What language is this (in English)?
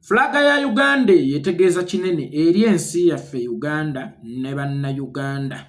Ganda